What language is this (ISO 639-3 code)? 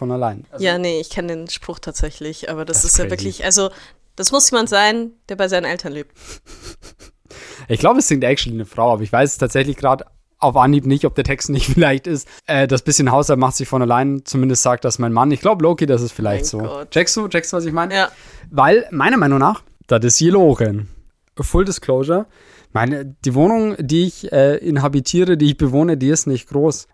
deu